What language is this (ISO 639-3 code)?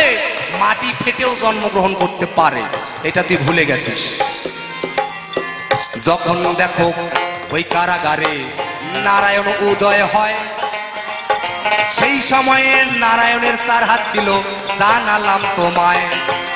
ben